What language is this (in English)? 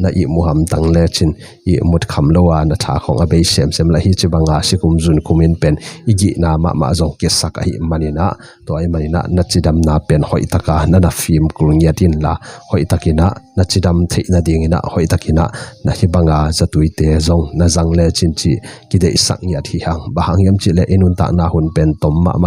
Tedim Chin